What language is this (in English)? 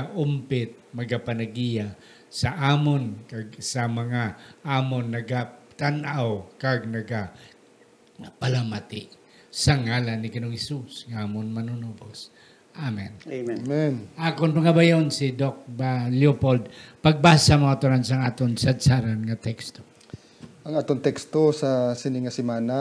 Hiligaynon